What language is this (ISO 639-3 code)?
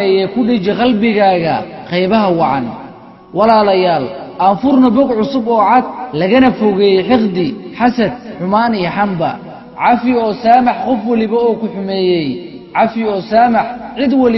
som